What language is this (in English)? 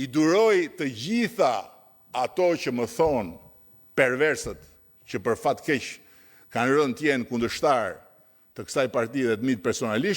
Albanian